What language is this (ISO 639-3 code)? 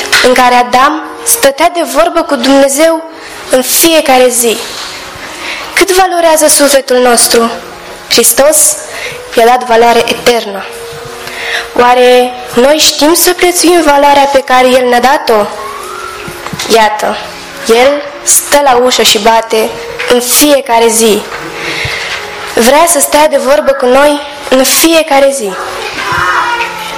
ron